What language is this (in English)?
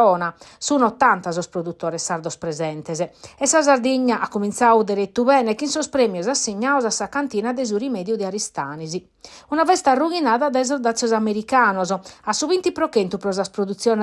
Sardinian